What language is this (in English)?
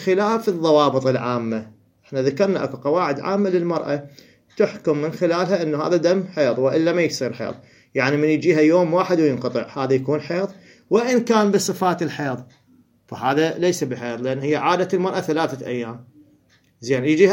Mesopotamian Arabic